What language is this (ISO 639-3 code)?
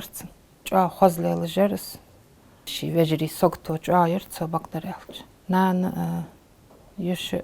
inh